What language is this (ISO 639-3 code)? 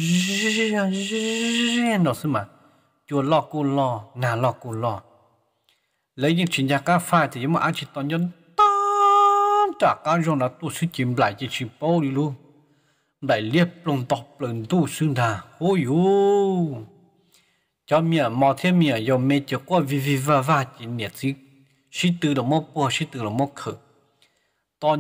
vie